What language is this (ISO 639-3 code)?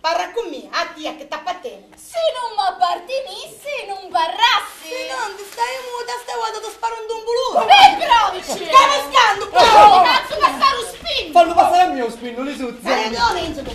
scn